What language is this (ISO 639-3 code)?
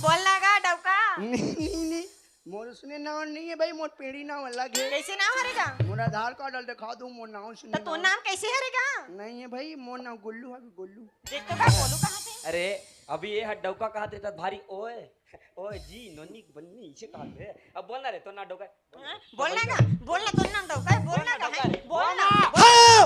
hne